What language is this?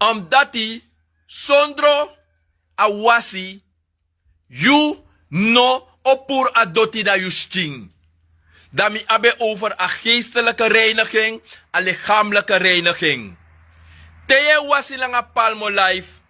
Sranan Tongo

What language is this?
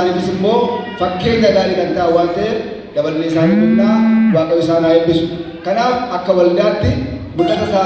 Oromo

